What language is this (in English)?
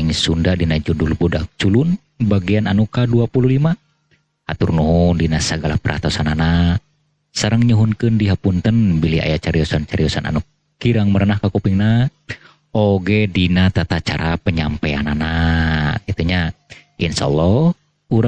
Sundanese